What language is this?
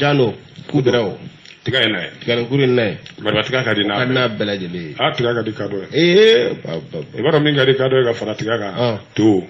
Bambara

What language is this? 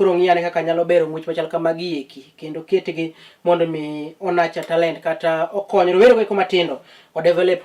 Luo (Kenya and Tanzania)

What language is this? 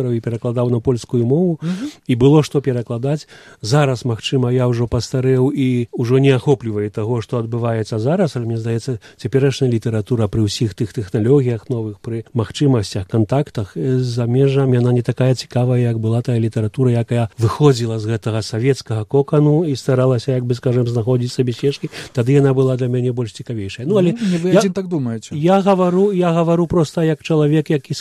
Belarusian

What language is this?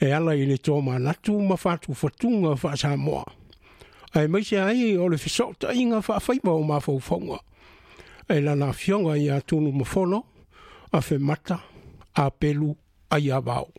Samoan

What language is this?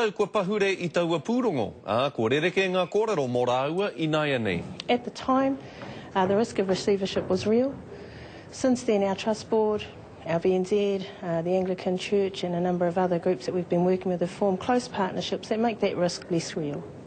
Māori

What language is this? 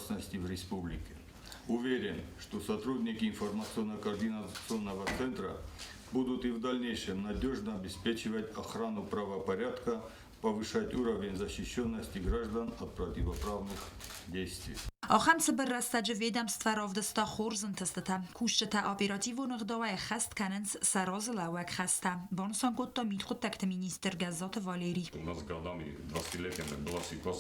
Ossetic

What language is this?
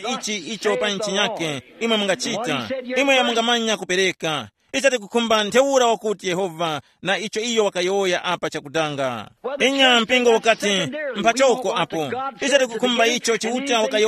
Tumbuka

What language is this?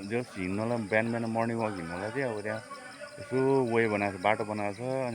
Nepali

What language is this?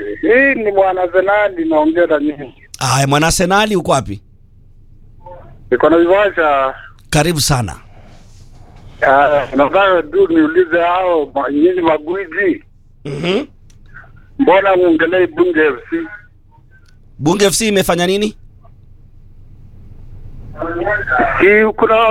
Swahili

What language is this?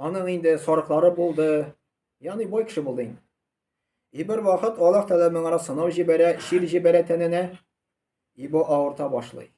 Tatar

